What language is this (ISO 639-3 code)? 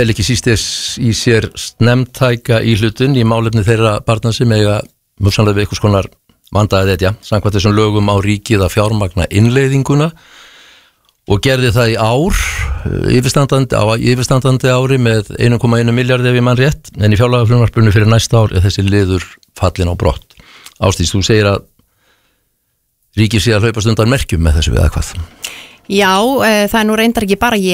isl